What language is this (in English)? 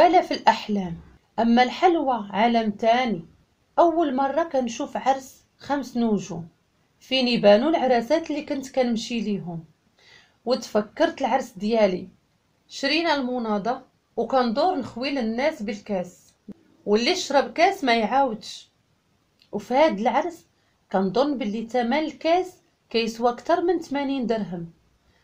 Moroccan Arabic